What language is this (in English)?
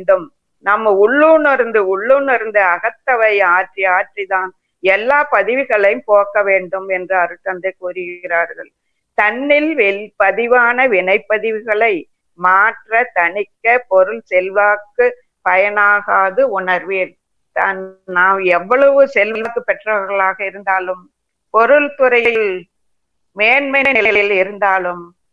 Tamil